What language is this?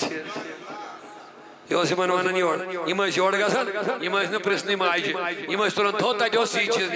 Kashmiri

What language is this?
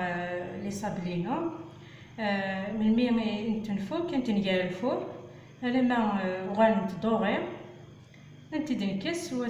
Kabyle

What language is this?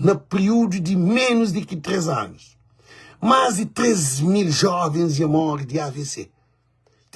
Kabuverdianu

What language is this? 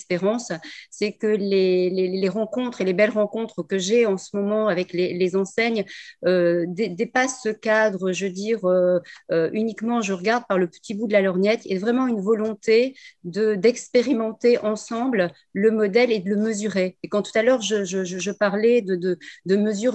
French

